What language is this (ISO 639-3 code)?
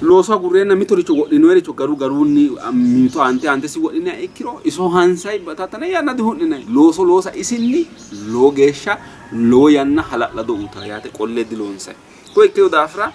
sid